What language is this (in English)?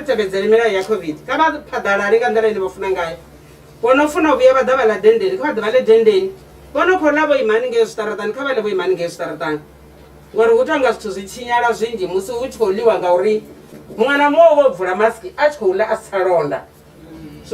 Venda